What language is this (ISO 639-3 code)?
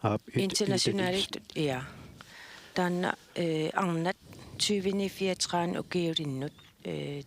kal